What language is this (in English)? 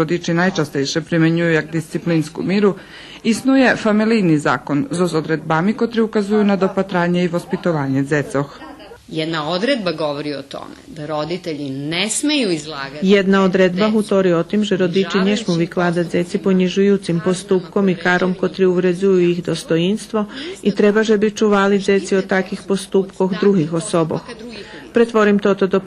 Rusyn